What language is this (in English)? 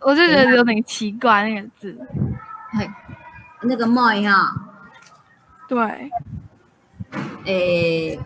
Hakka Chinese